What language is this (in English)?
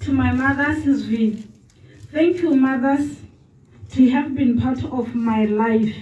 Tswana